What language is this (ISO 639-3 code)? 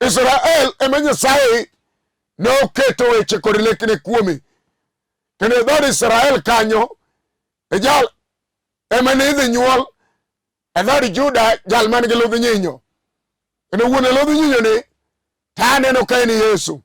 luo